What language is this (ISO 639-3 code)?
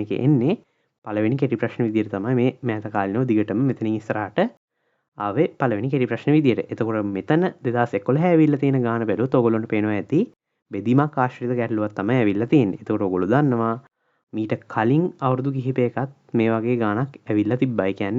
sin